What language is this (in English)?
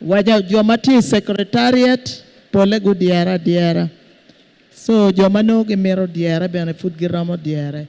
Acoli